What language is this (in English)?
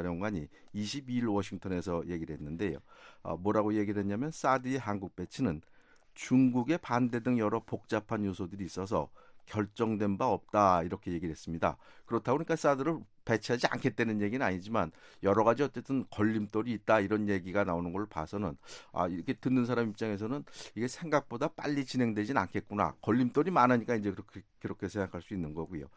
Korean